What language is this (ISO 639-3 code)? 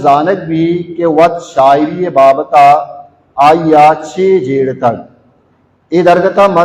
bal